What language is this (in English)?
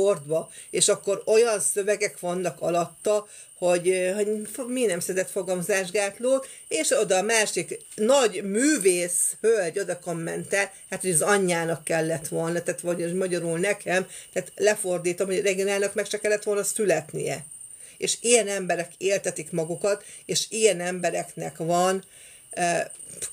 Hungarian